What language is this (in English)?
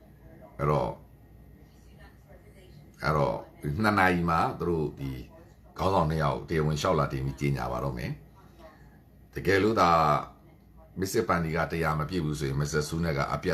Burmese